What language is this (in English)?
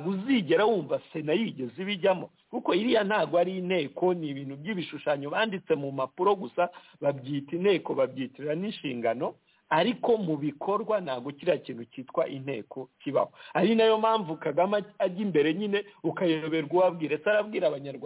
Kinyarwanda